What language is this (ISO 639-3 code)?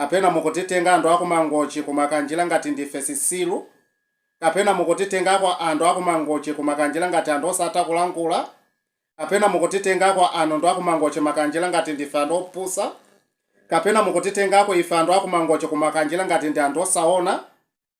nya